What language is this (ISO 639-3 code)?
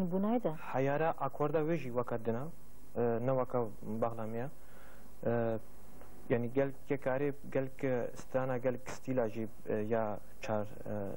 kur